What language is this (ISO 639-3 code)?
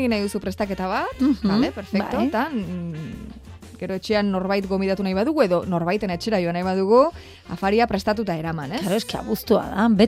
eus